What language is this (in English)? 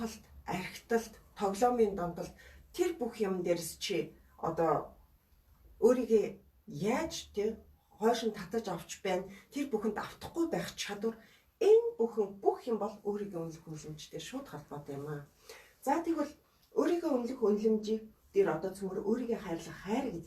Mongolian